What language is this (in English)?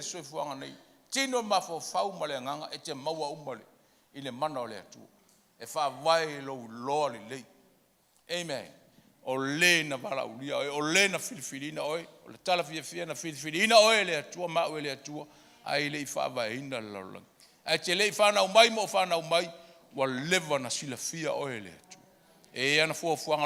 Samoan